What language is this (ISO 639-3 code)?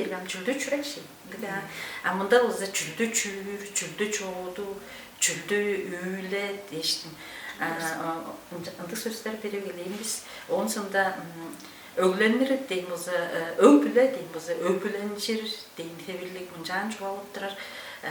tyv